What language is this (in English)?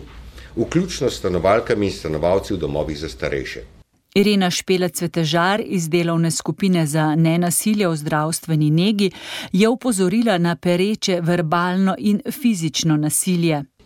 Slovenian